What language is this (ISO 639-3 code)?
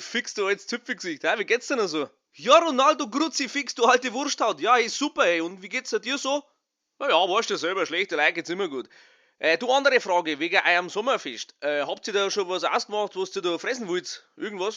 bar